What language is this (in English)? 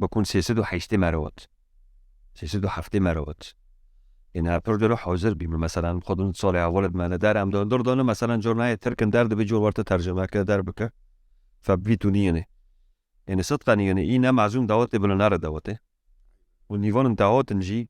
Kurdish